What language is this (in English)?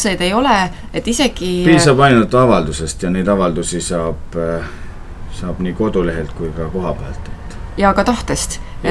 Estonian